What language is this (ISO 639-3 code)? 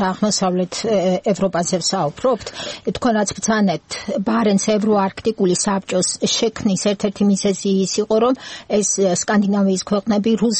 kat